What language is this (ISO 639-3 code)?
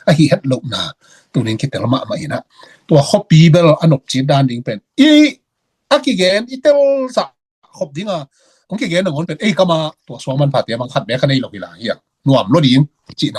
ctd